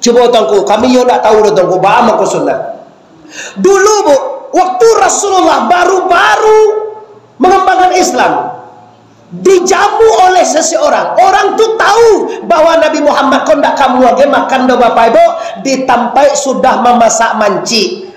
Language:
Minangkabau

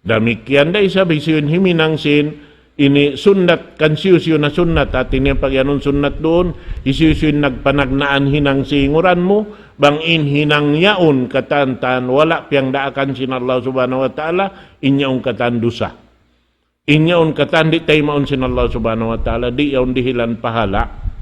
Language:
Tausug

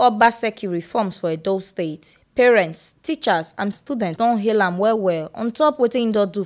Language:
Nigerian Pidgin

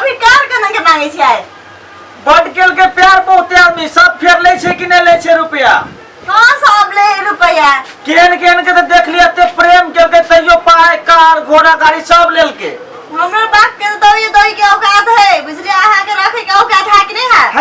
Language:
Maithili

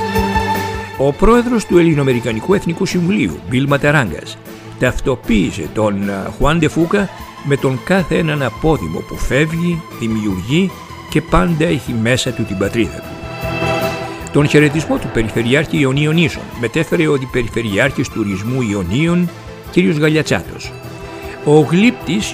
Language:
Greek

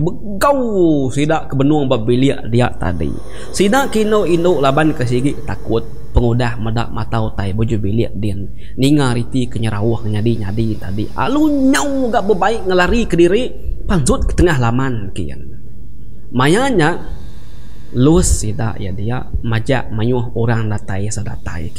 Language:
Iban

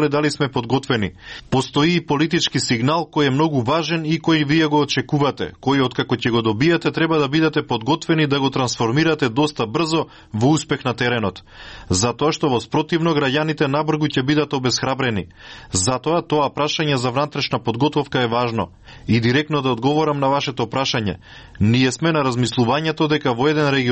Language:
Macedonian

